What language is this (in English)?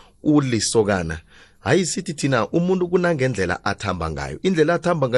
South Ndebele